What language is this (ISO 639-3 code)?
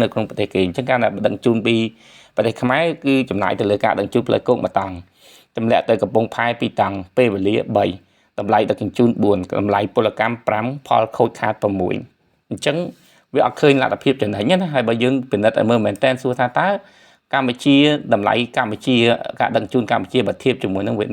khm